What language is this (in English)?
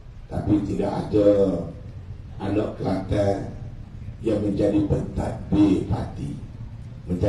Malay